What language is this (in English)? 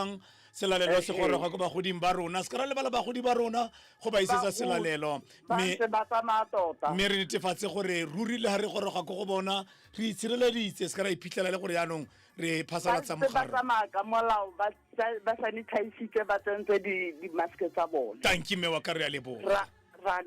Tswana